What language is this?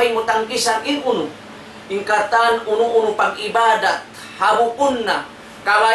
Tausug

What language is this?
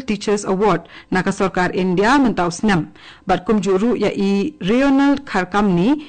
Khasi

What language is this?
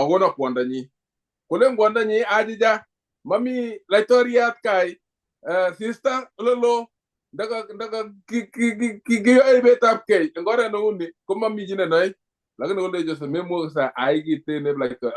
Kalenjin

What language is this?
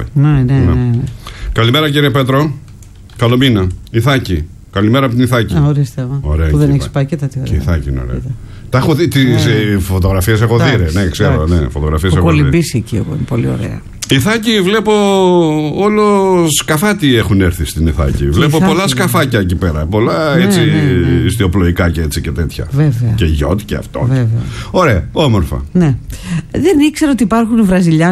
Greek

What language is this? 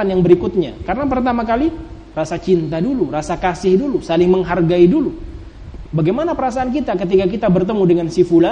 Indonesian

